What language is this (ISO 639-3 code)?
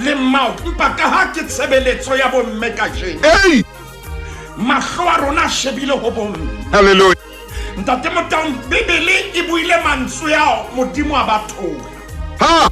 sot